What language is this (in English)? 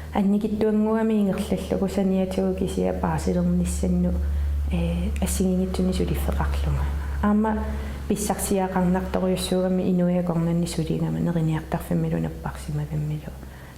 Kalaallisut